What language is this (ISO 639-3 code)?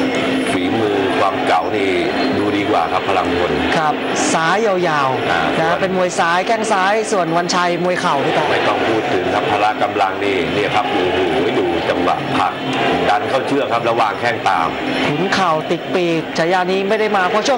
tha